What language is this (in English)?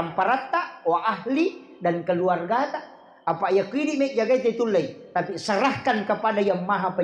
Buginese